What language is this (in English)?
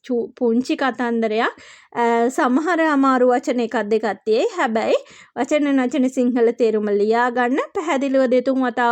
Sinhala